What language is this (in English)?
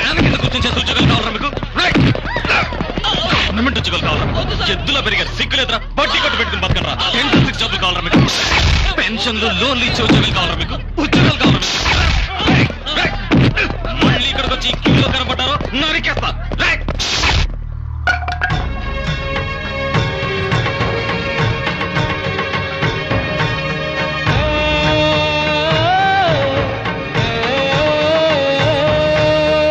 Telugu